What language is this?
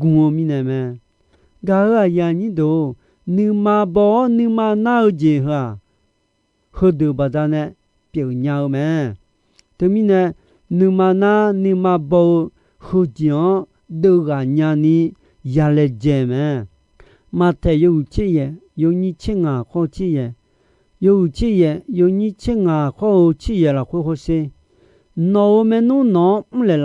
Akha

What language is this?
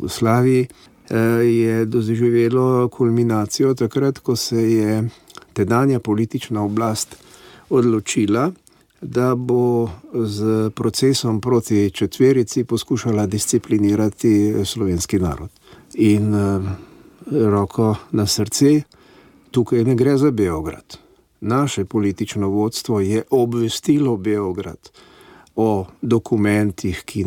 Slovenian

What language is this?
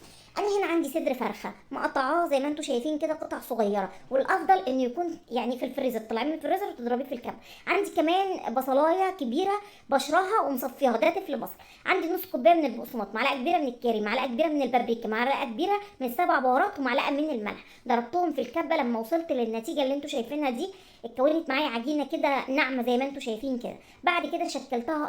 Egyptian Arabic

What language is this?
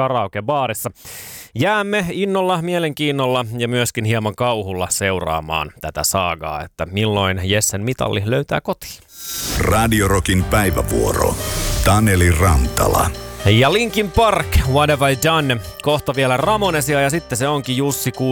Finnish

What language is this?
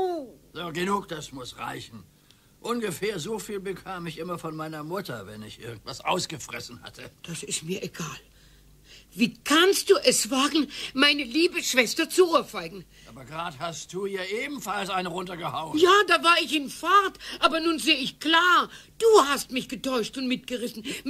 German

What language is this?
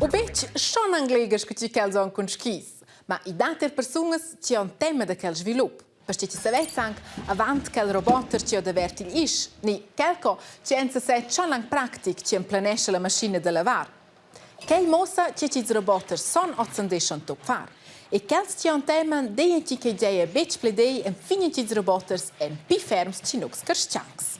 Romansh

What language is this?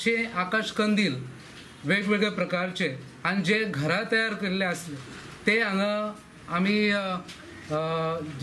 Konkani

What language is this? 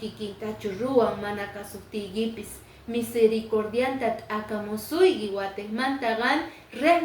Quechua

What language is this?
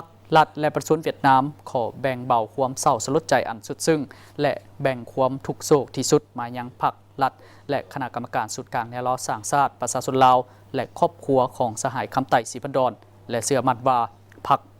Lao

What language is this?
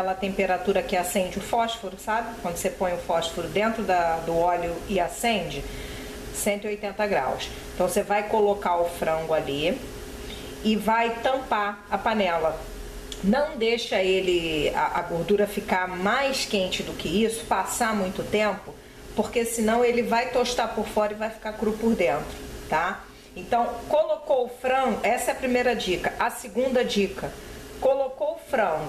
Portuguese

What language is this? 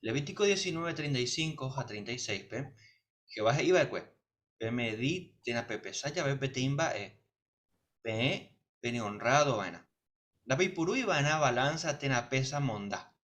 Guarani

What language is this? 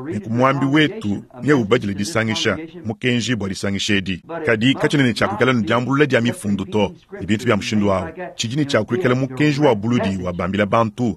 Luba-Lulua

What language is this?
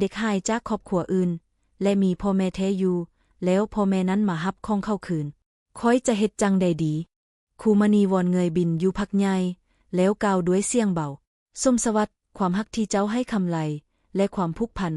Lao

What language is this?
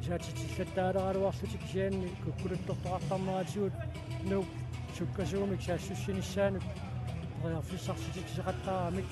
Kalaallisut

